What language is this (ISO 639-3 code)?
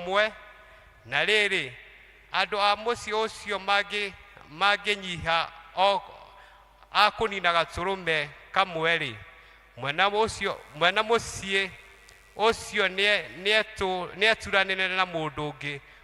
kik